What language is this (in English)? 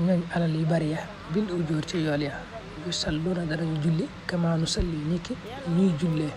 Wolof